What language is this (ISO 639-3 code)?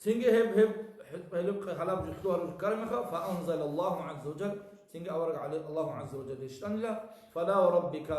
ava